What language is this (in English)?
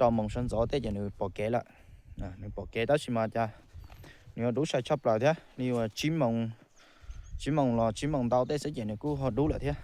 Hmong